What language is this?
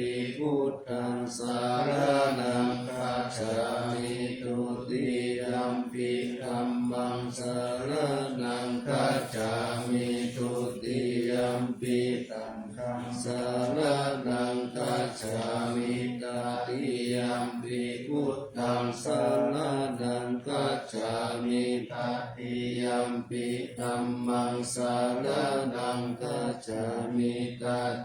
Pali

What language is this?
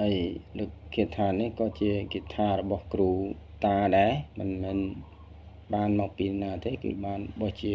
Khmer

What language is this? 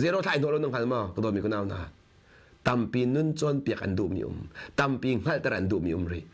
Hakha Chin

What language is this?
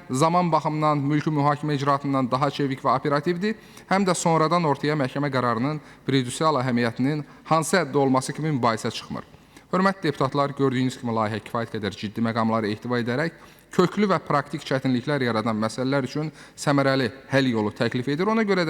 Azerbaijani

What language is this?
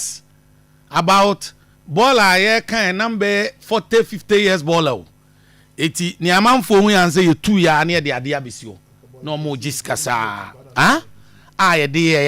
Akan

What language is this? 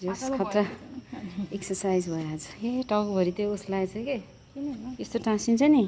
Nepali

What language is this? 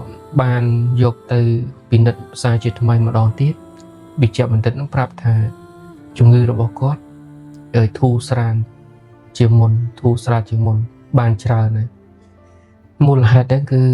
Khmer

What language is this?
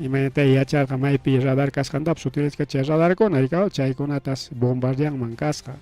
Ayacucho Quechua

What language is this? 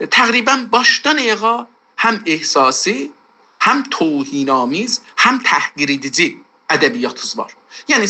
South Azerbaijani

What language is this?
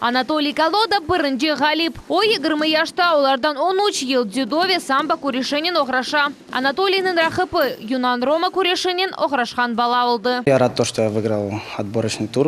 Crimean Tatar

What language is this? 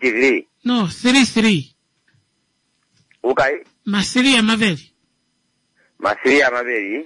Swahili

